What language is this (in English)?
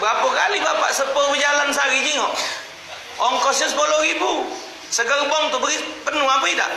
Musi